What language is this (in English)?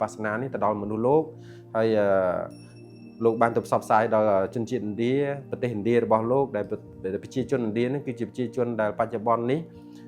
Khmer